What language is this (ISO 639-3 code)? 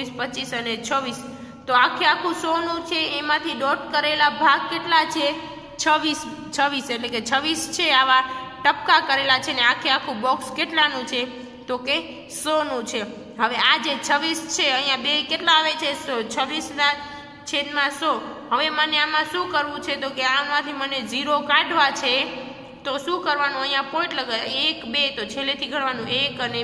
guj